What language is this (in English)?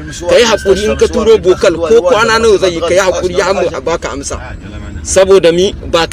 Hausa